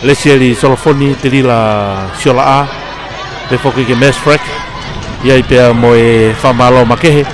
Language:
Tongan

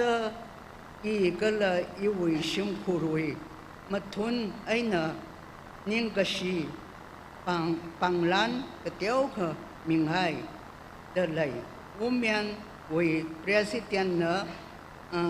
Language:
Tangkhul Naga (India)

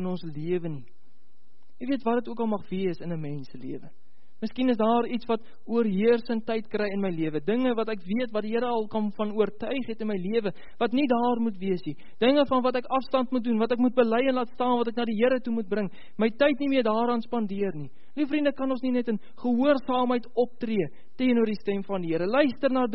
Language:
Afrikaans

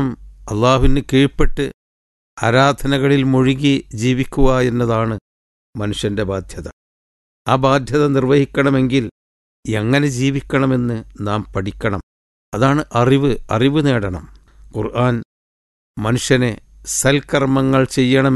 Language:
Malayalam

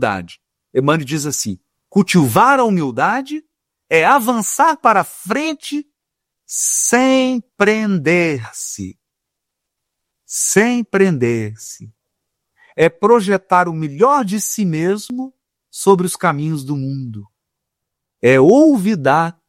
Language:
Portuguese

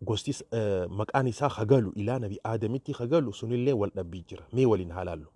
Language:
Oromo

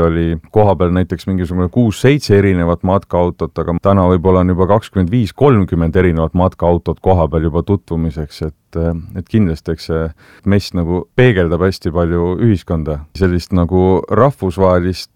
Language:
Estonian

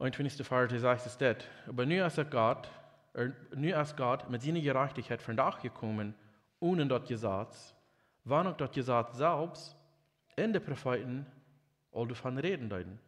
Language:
Plautdietsch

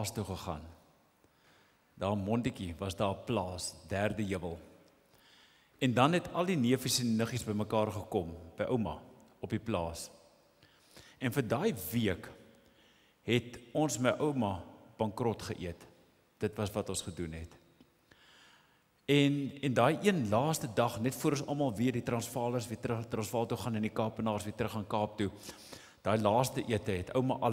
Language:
Afrikaans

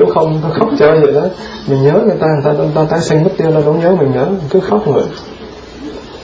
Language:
Vietnamese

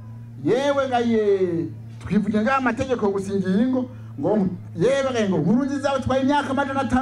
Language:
Rundi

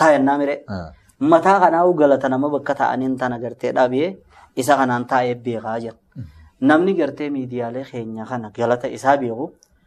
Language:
Oromo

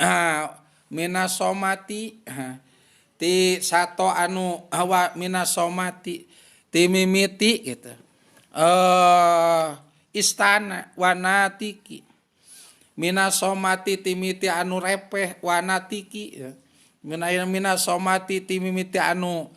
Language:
Sundanese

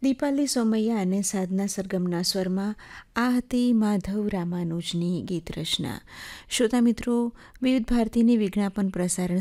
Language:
Gujarati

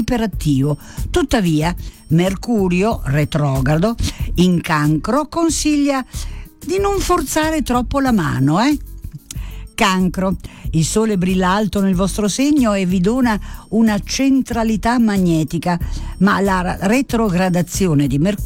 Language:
Italian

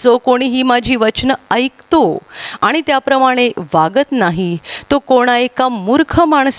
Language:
Marathi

